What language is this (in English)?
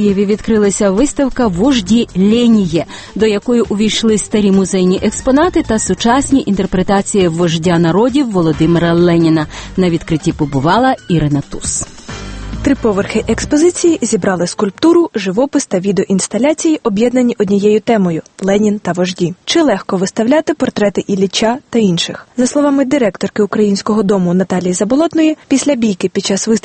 Ukrainian